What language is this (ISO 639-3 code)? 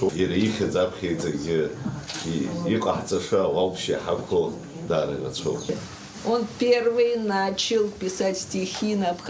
abk